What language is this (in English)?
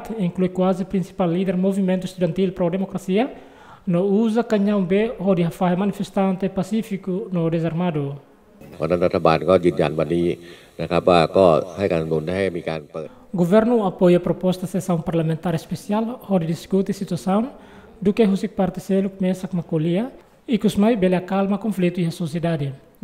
Tetum